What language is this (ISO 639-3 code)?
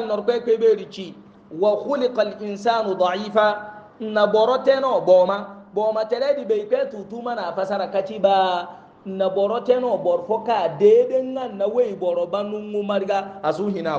hau